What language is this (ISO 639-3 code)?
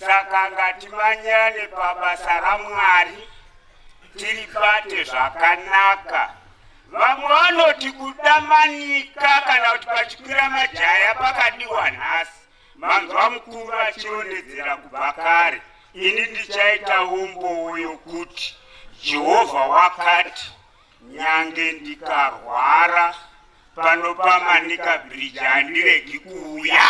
sna